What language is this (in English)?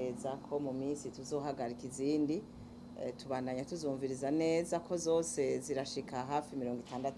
Rundi